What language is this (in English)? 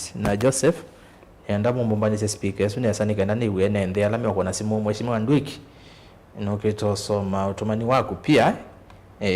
Kamba